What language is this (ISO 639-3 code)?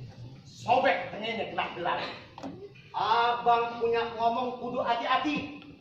bew